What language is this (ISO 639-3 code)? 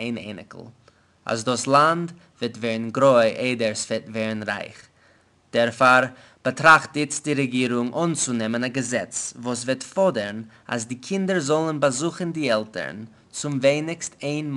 yid